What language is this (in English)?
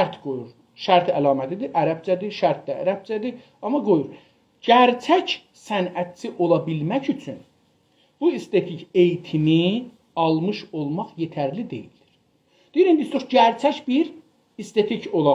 South Azerbaijani